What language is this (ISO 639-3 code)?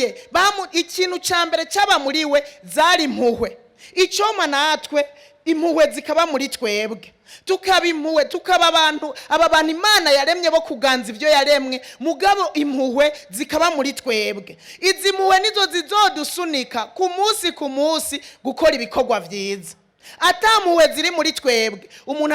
run